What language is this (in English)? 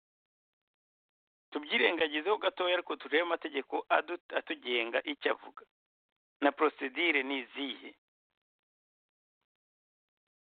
Kinyarwanda